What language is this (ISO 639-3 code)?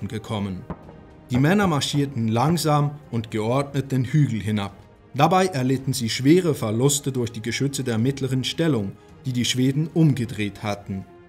deu